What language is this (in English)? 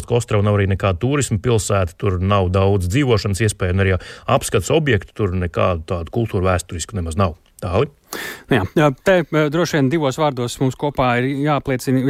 Latvian